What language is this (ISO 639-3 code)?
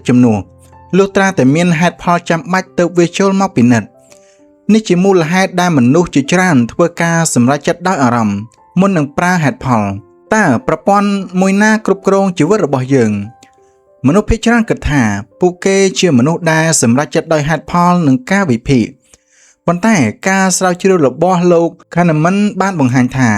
khm